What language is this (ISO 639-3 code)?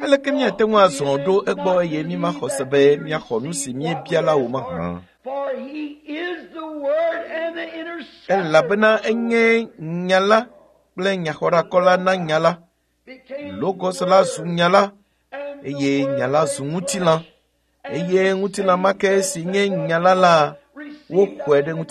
ewe